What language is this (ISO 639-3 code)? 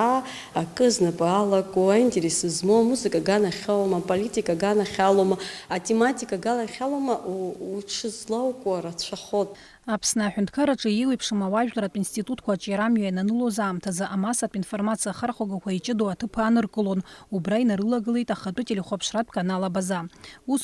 abk